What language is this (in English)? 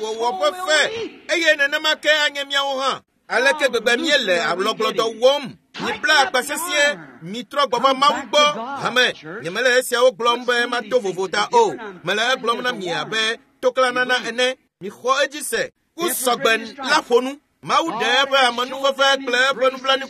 Ewe